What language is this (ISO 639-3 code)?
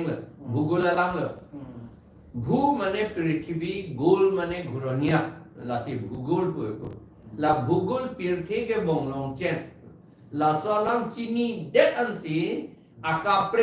mjw